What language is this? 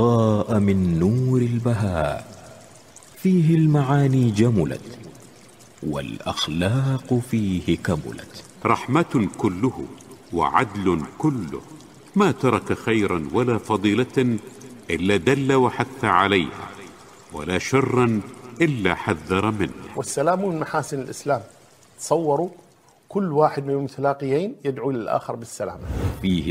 Arabic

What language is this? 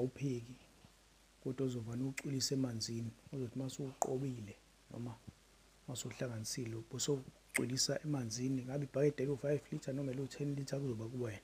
Zulu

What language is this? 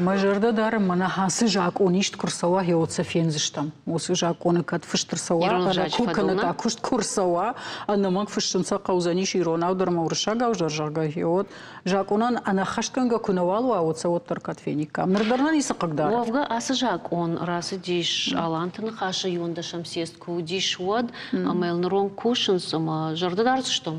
Ossetic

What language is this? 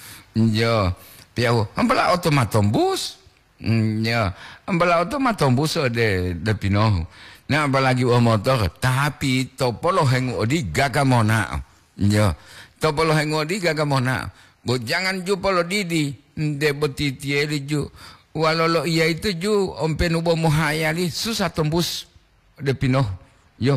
Gorontalo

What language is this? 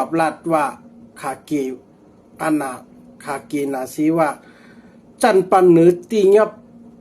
Shan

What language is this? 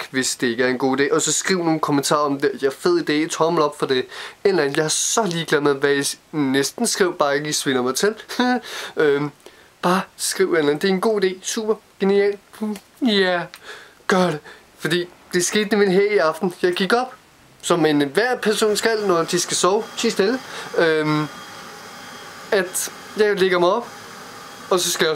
Danish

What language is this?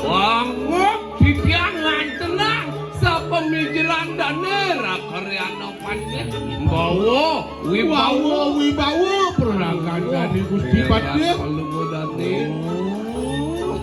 Balinese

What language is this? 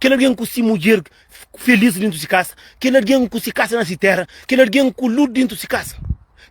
Kabuverdianu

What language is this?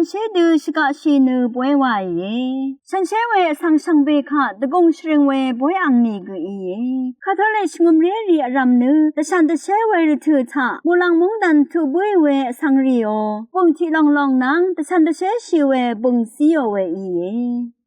Rawang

